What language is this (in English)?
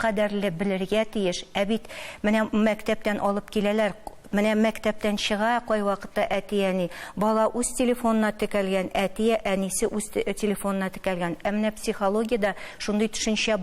Tatar